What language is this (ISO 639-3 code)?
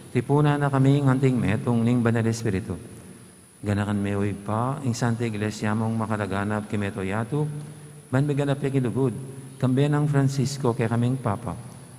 pam